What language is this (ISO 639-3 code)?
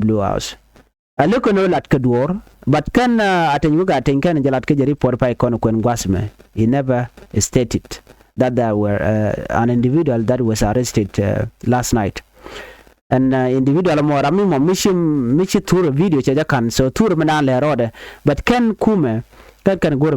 nus